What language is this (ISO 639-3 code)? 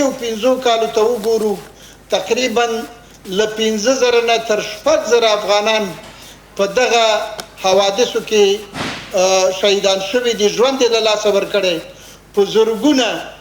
pus